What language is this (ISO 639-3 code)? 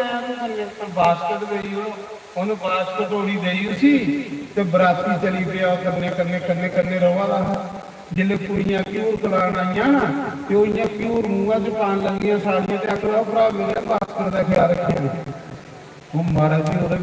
doi